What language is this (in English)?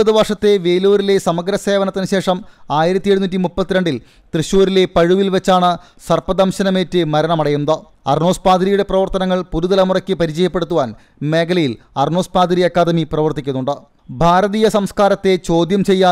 Malayalam